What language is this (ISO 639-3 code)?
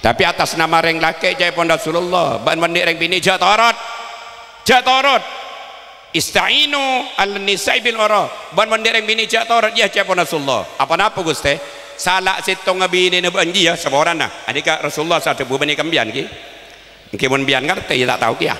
mad